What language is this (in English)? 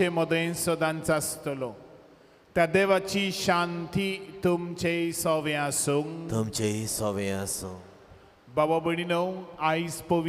Konkani